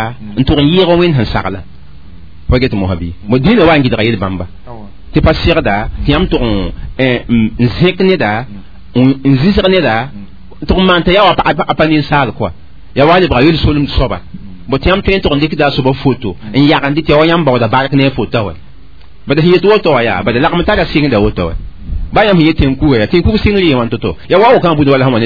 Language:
Mossi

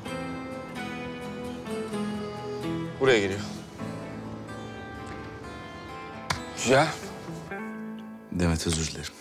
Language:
Turkish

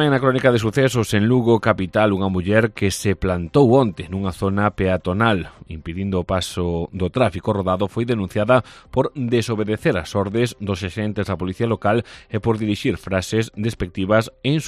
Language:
Galician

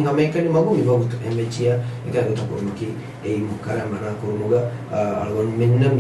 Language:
Divehi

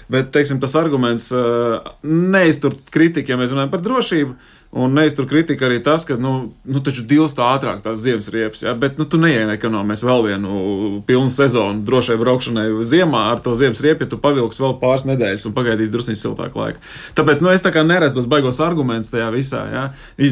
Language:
Latvian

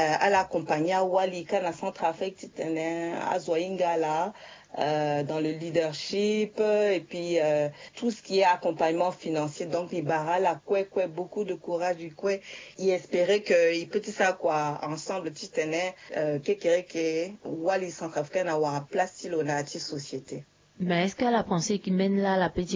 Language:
Sango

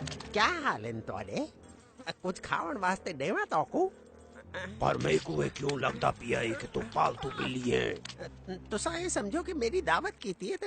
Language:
Saraiki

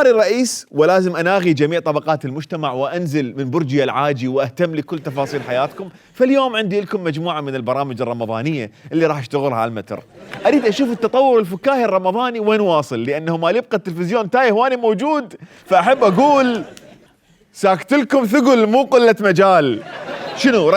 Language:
Mesopotamian Arabic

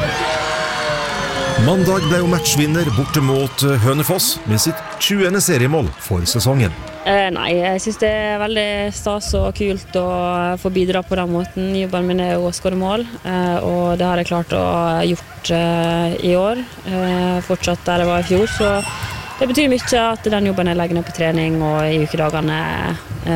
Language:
Norwegian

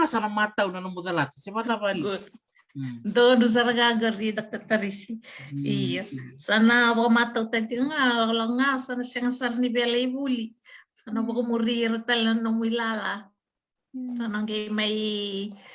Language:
Fijian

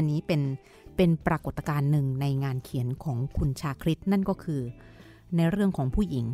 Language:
Thai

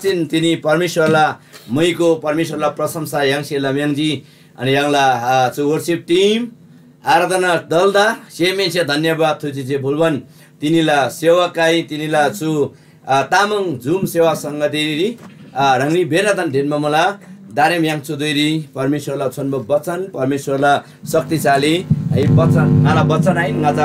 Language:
Eastern Tamang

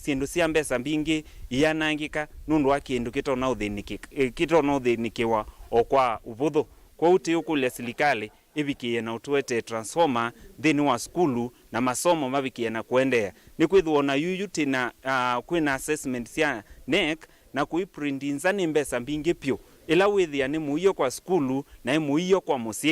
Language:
Kamba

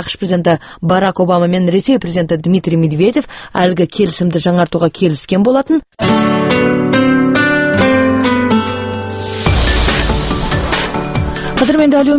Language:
Kazakh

